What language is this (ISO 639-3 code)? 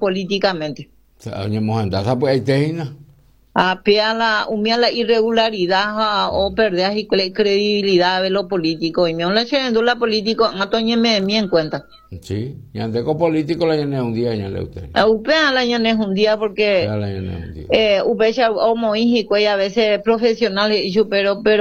grn